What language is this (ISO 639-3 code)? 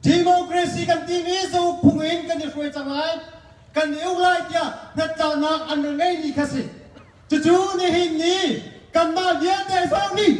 cnh